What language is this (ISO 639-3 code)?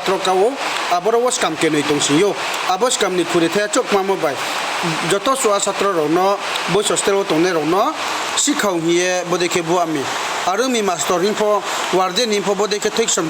ria